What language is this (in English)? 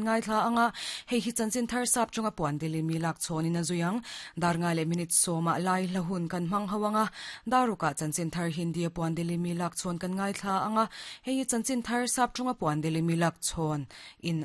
Mizo